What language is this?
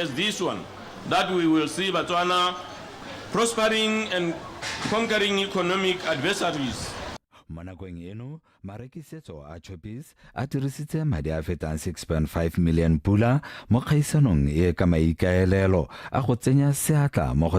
Tswana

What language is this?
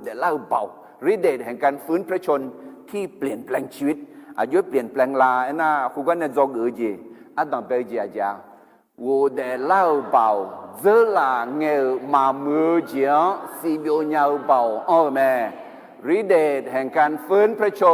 Akha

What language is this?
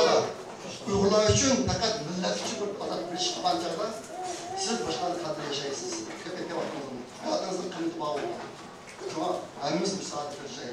Uyghur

